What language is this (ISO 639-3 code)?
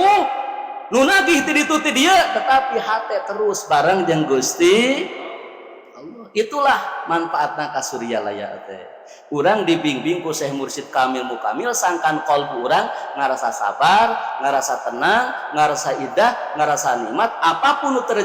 sun